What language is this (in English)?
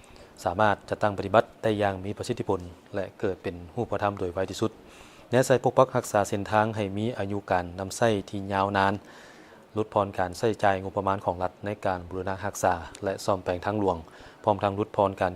Lao